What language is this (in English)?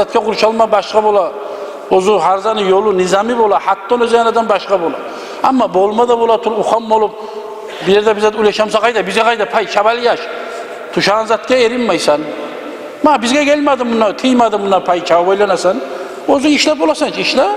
Kumyk